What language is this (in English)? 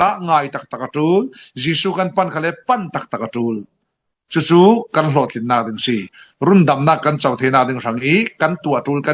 Falam Chin